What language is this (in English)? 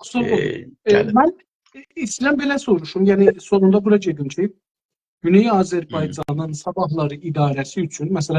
South Azerbaijani